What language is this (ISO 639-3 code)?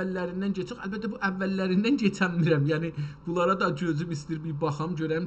azb